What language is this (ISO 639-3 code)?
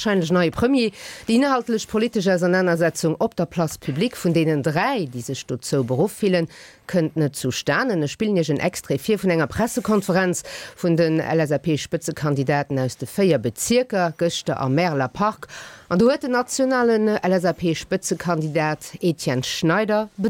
ltz